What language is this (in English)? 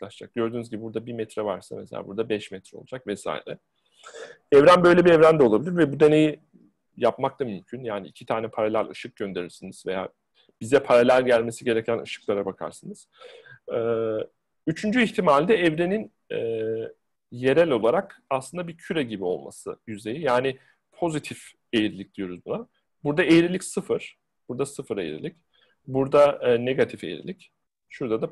Turkish